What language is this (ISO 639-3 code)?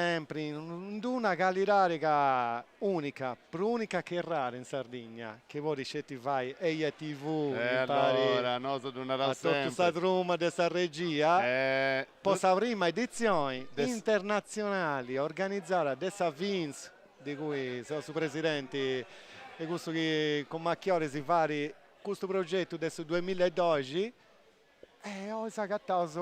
srd